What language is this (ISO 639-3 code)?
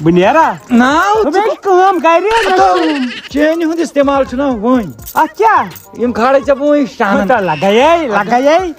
kas